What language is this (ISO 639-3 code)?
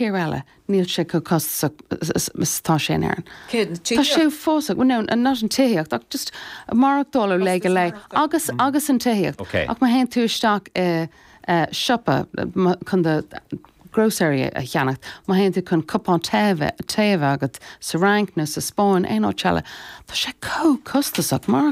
gle